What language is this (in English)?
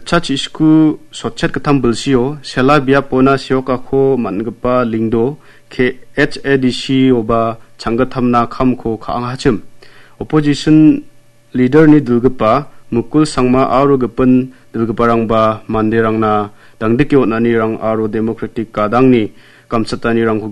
Garo